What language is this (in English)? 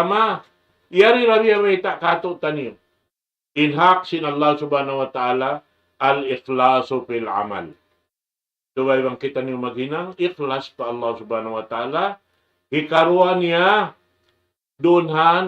Tausug